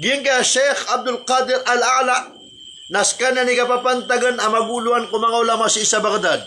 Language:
Maranao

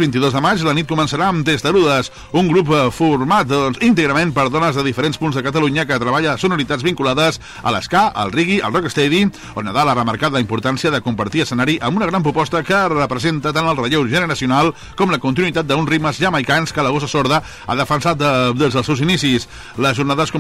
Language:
Catalan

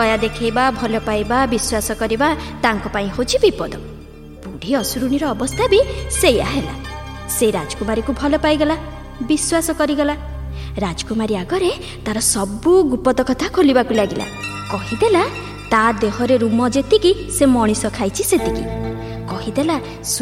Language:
Odia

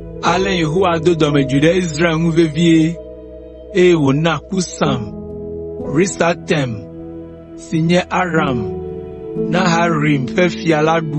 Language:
Ewe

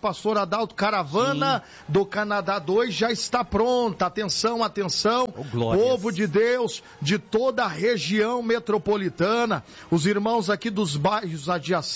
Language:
Portuguese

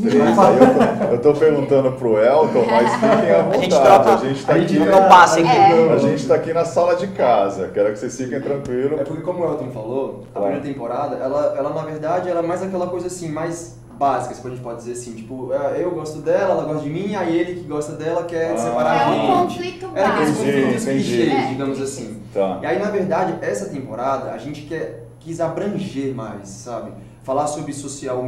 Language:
Portuguese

